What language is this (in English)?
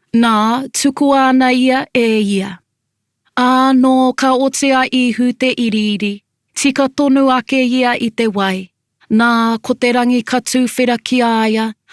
Māori